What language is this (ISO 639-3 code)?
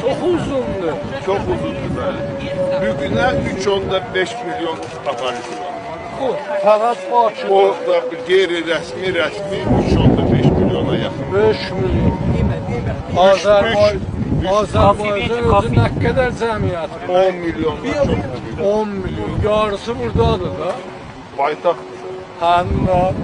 azb